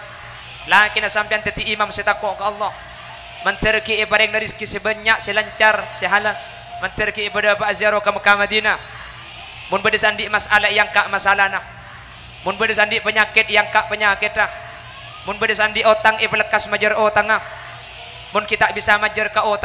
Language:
Madurese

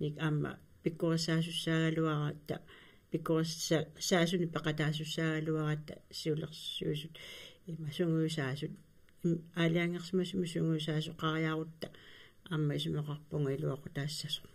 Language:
Kalaallisut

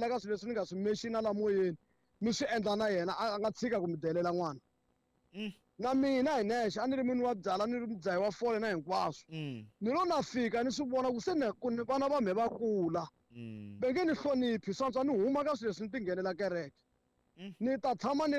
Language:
Tsonga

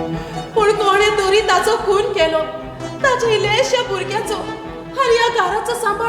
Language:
Konkani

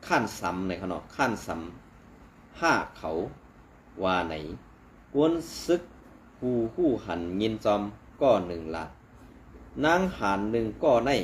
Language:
Shan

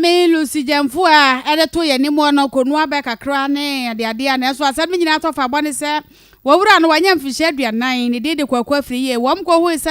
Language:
Akan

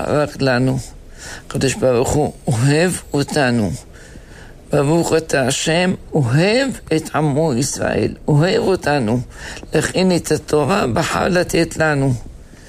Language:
Hebrew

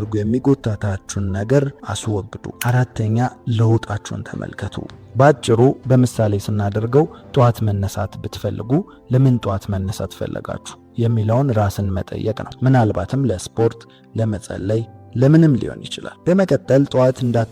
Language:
Amharic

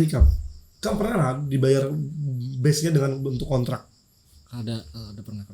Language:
Banjar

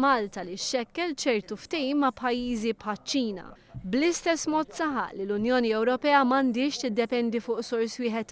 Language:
Maltese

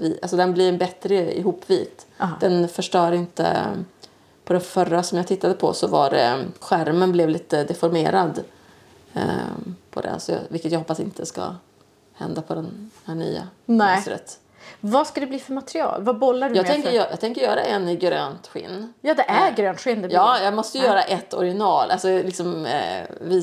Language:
Swedish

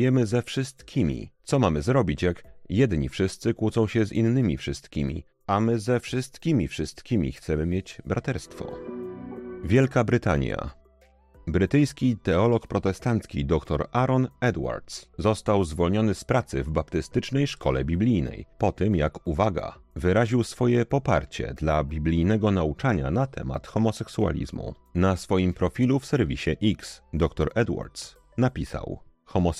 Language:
Polish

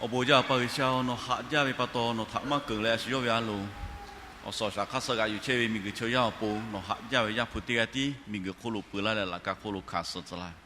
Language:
Lahu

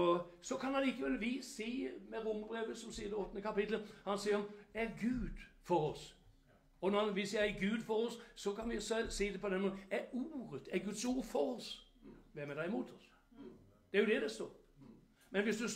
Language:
Norwegian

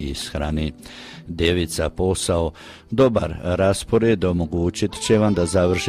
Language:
Croatian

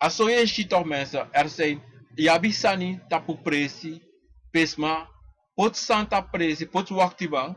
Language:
Sranan Tongo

